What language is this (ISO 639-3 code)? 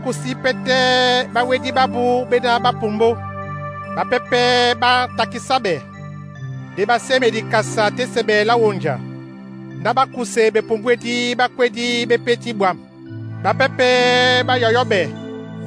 dua